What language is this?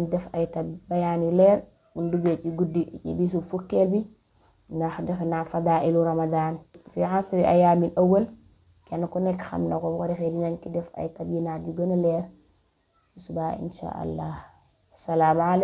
Wolof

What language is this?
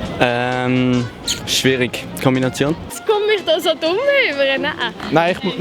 Swiss German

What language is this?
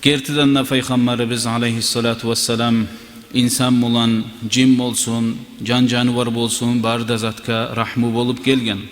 Kumyk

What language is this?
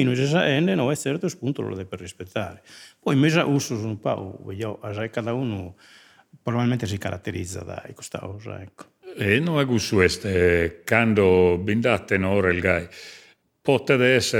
Sardinian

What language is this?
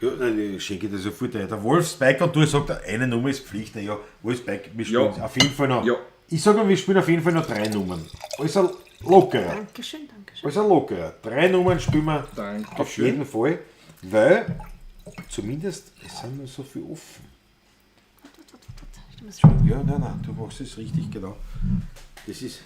Bavarian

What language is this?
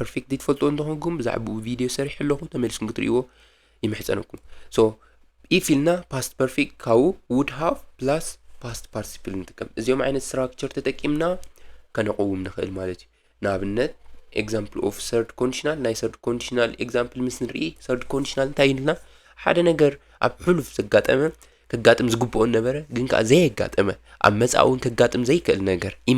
Tigrinya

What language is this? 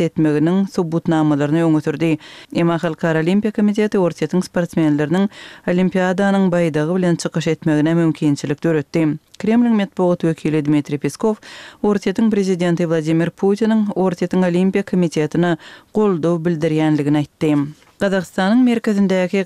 Turkmen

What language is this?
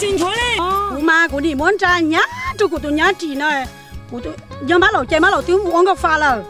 Hmong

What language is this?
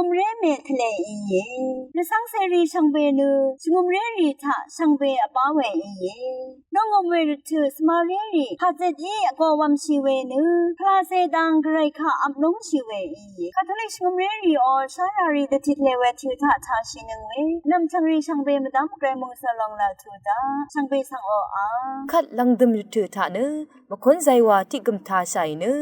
Rawang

